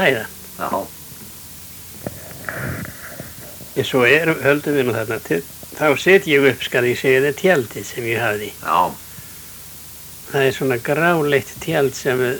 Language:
Icelandic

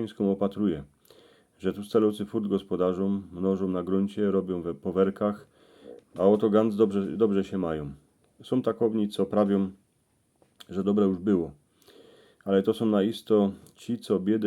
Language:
Silesian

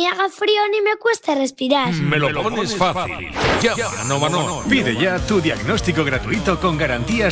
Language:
Spanish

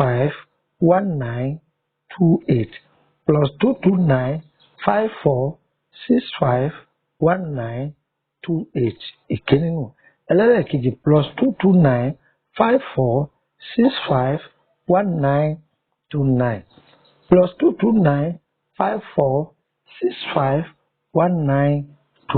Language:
Yoruba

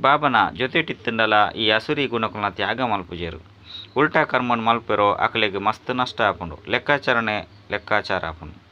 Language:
Tulu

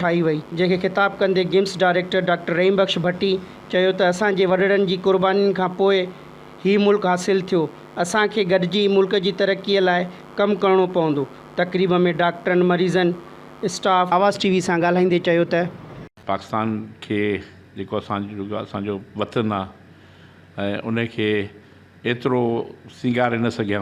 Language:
Sindhi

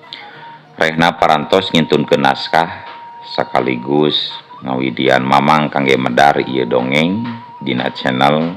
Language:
Sundanese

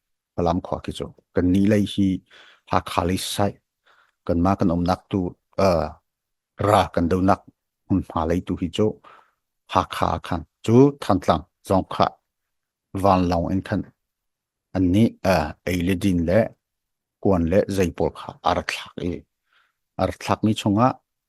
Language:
Hakha Chin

